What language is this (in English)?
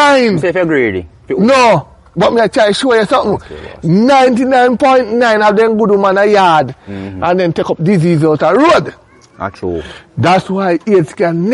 Jamaican Creole English